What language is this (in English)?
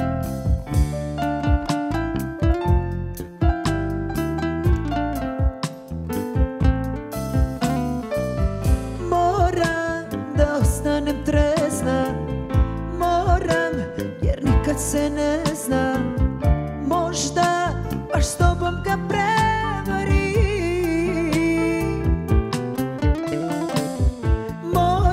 Serbian